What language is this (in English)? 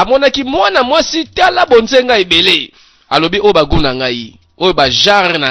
Lingala